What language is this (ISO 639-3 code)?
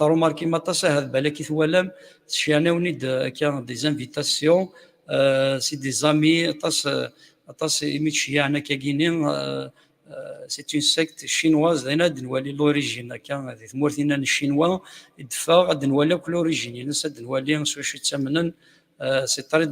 kab